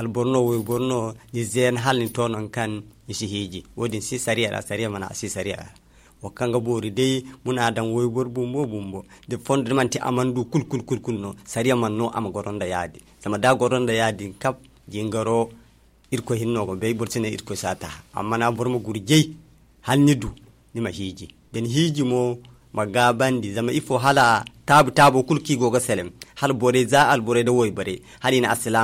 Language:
Zarma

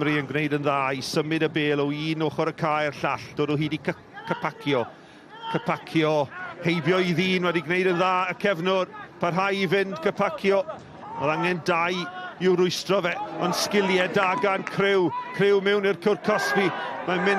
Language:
Welsh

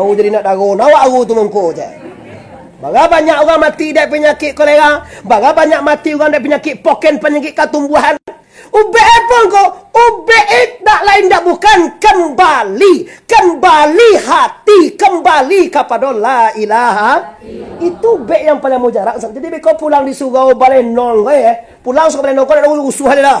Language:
Minangkabau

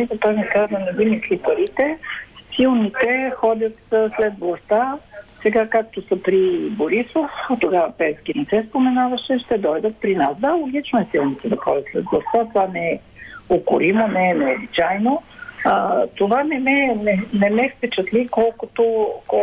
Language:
Bulgarian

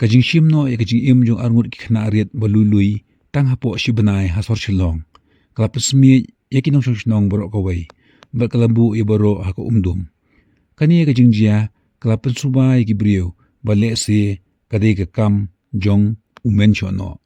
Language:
Khasi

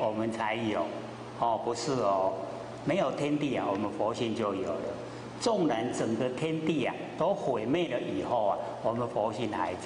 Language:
Chinese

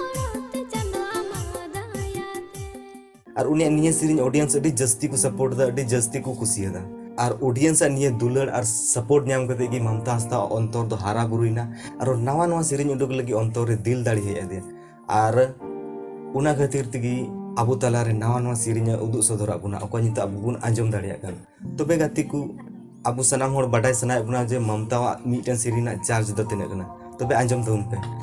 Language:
Santali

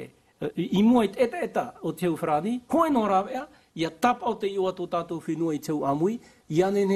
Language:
Tahitian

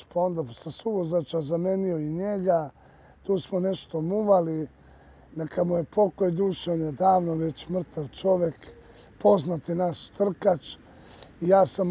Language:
Serbian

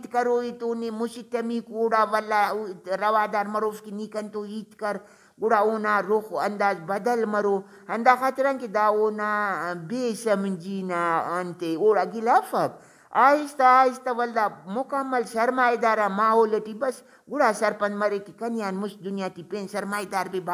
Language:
Brahui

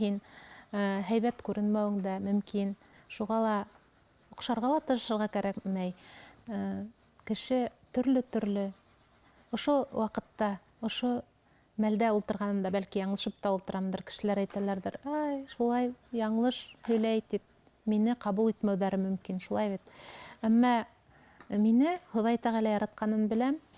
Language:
Bashkir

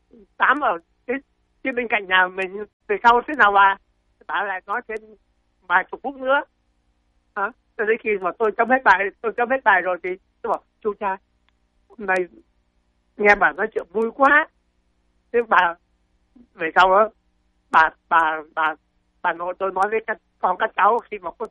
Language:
Vietnamese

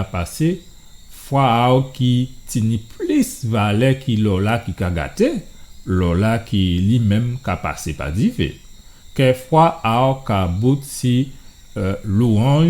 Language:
Guadeloupean Creole French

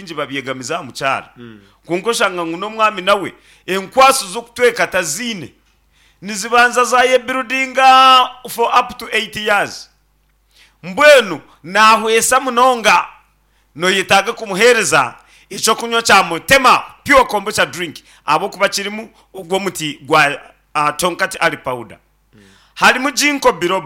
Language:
Nyankole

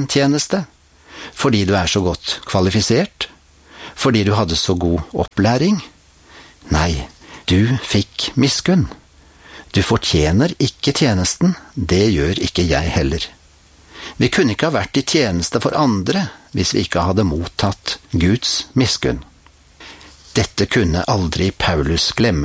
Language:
Norwegian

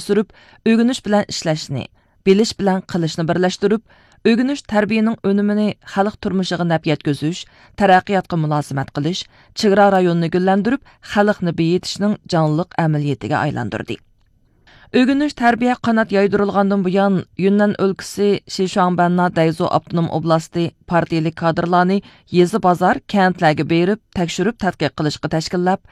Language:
Uyghur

